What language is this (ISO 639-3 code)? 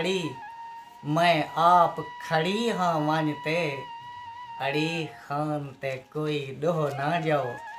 skr